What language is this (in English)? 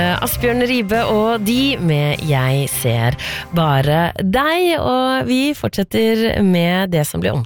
Norwegian